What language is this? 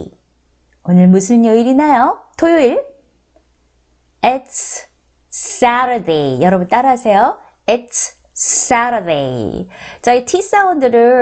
Korean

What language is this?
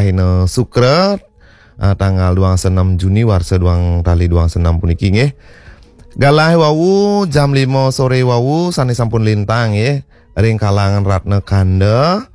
Balinese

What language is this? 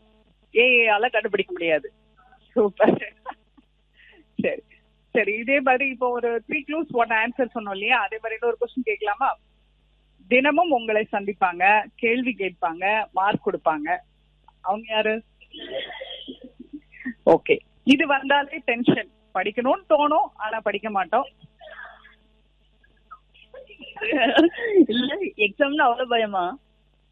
Tamil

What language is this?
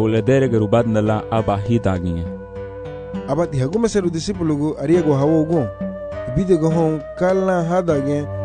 Garifuna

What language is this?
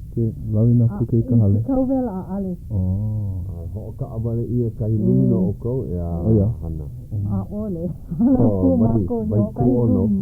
Hawaiian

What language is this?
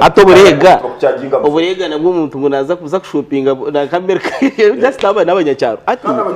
Nyankole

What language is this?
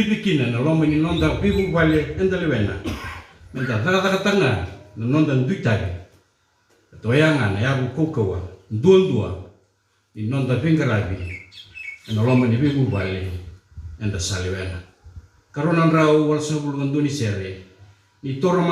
Fijian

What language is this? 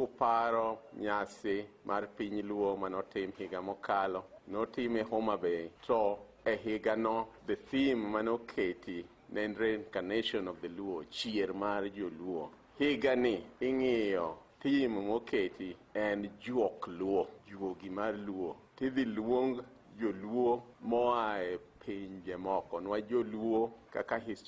Luo (Kenya and Tanzania)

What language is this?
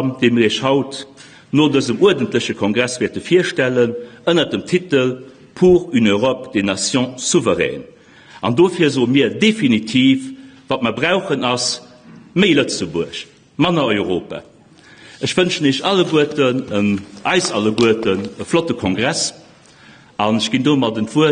Luxembourgish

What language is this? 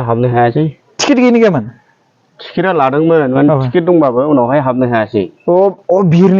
Bodo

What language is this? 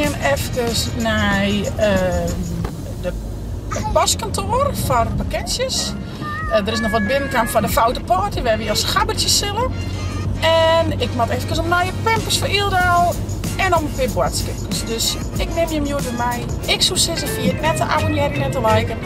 Western Frisian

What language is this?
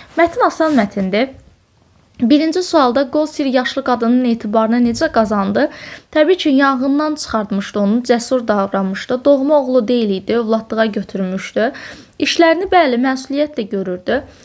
Azerbaijani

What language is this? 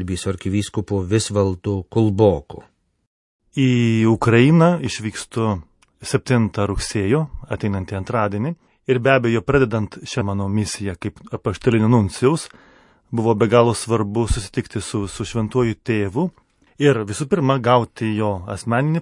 Lithuanian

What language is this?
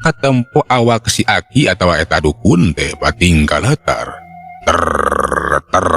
Sundanese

